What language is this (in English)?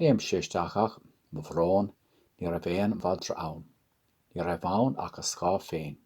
Irish